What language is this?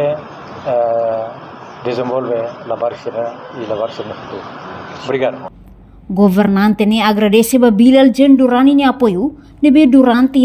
Tetum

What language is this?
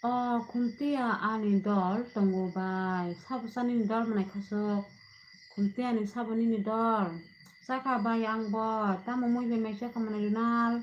Kok Borok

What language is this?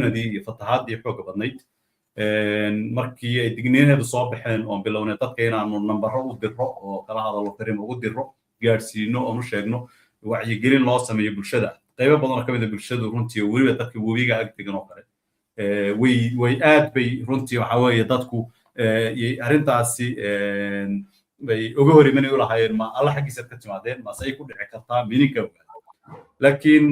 Somali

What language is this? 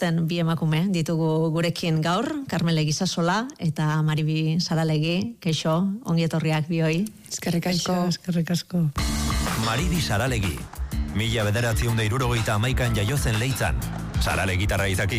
Basque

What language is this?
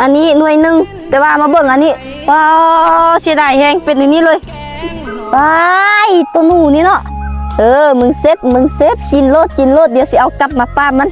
Lao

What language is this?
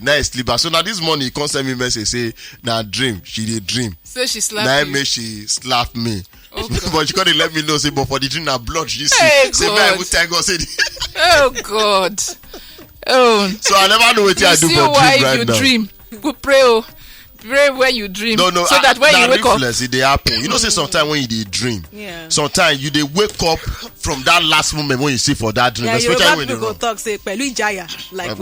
Nigerian Pidgin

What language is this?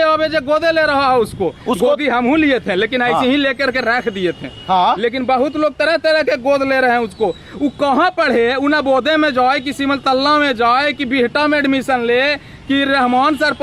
Magahi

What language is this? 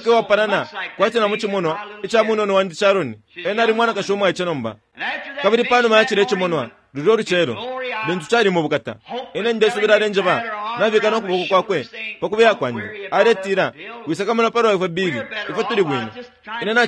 Bemba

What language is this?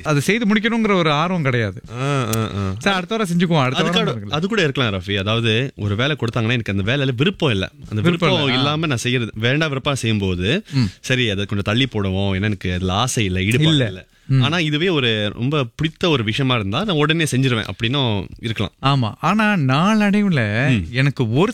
Tamil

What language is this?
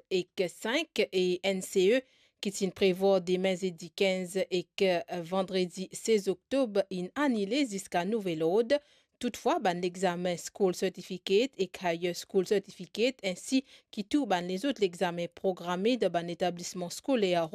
Morisyen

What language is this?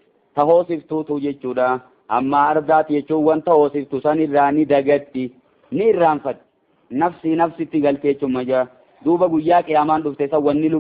Oromo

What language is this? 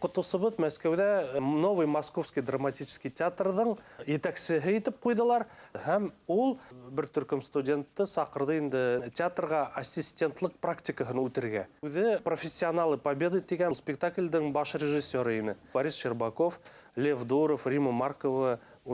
Bashkir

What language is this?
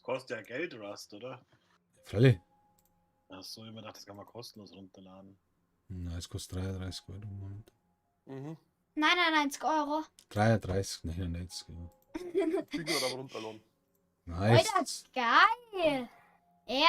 Bavarian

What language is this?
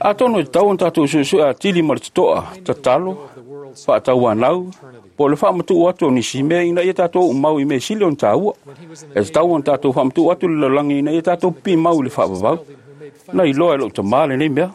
Samoan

